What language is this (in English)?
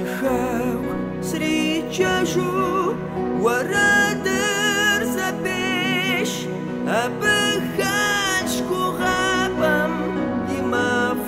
Kabardian